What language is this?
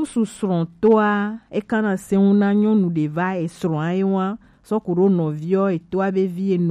Gen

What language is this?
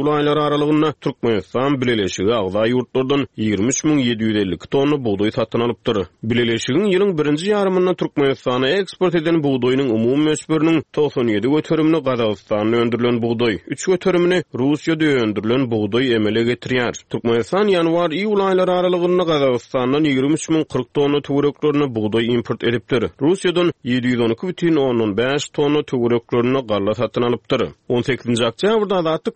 Turkmen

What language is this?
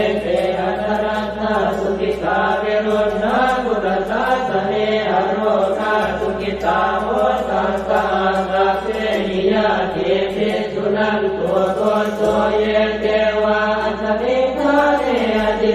Pali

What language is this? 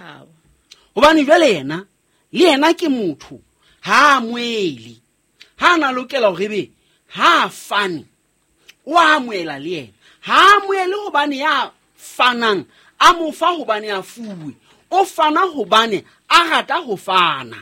Southern Sotho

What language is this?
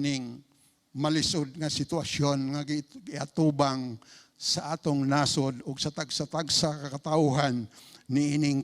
Cebuano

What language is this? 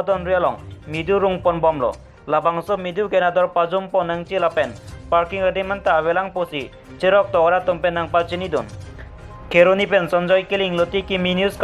Karbi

